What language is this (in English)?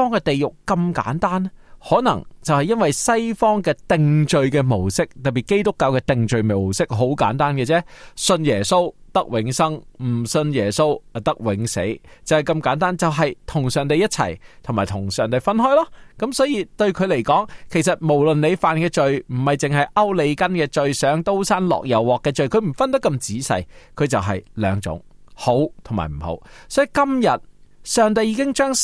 Cantonese